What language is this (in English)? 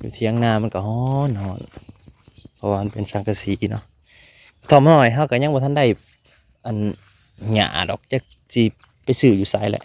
Lao